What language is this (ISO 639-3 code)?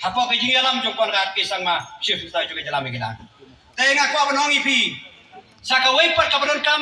kha